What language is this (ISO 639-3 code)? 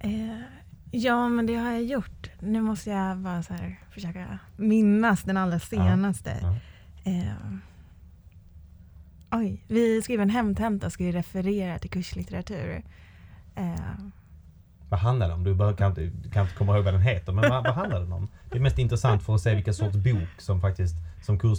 swe